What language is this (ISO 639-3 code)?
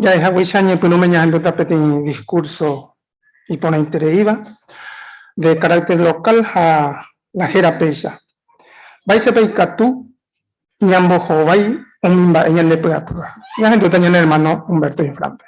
grn